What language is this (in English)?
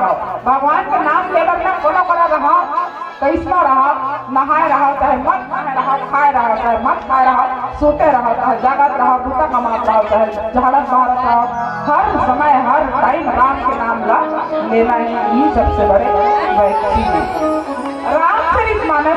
Chhattisgarhi